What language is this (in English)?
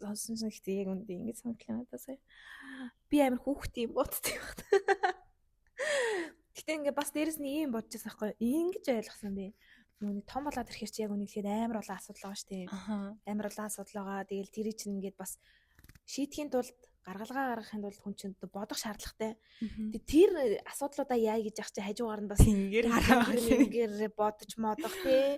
Mongolian